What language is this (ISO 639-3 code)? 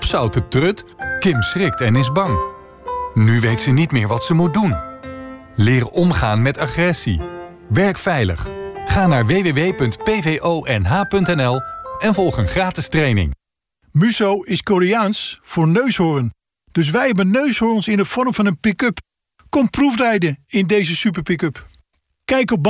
nld